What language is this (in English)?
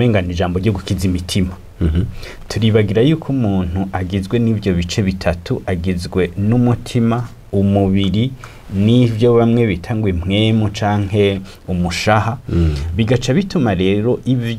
Rundi